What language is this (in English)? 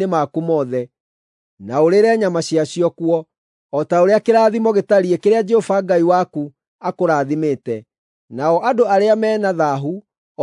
Kikuyu